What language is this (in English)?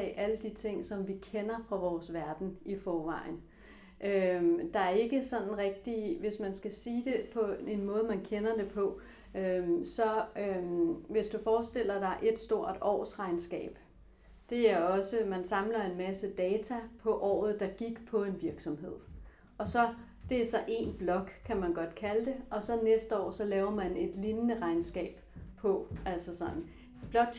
Danish